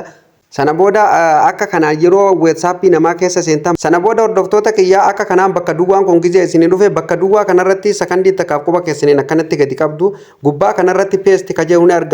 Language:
Oromo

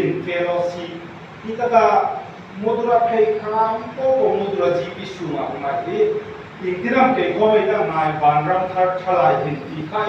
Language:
Hmar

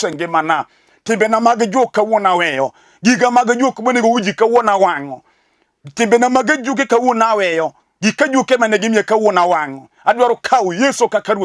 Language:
Luo (Kenya and Tanzania)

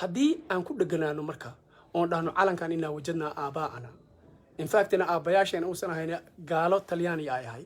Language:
Somali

